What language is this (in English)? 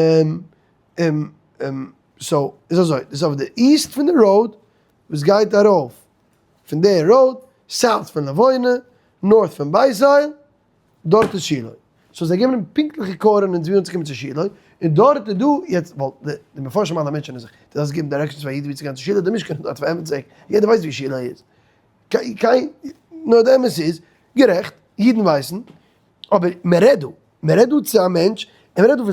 Yiddish